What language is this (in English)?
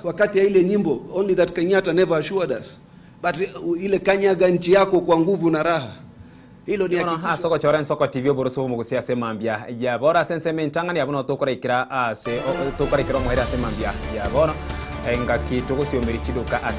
Gusii